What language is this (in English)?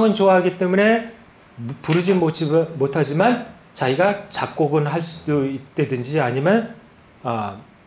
Korean